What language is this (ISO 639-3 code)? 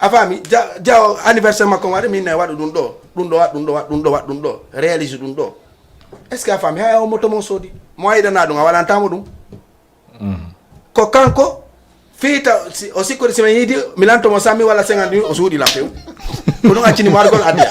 ful